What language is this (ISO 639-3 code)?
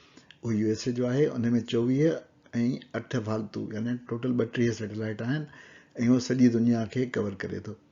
snd